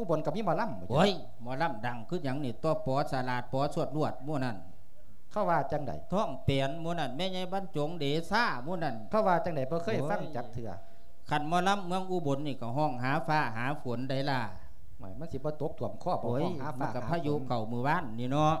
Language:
Lao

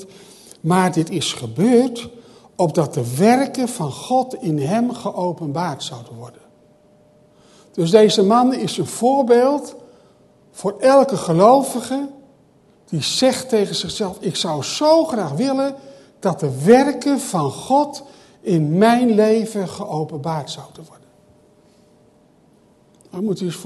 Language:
Dutch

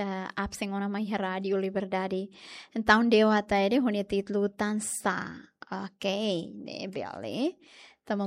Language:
Tetum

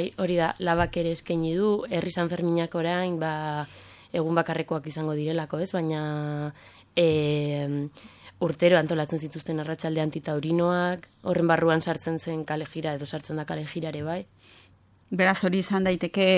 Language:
Basque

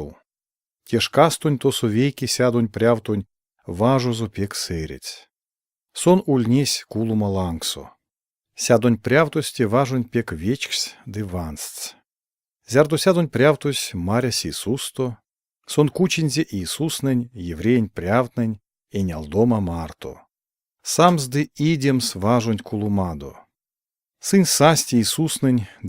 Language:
Erzya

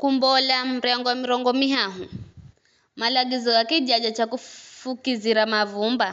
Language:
Giryama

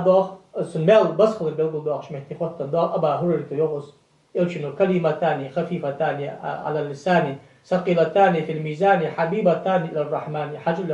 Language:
Ingush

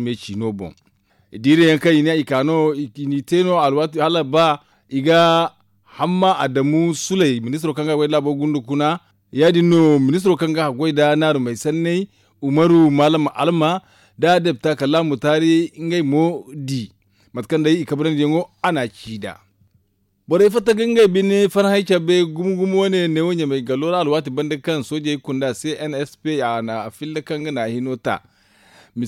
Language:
Zarma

